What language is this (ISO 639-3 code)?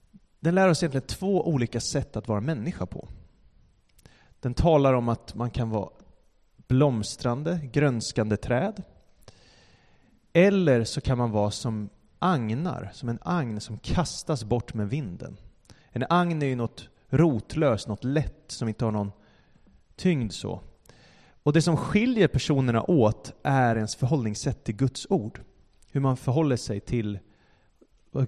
swe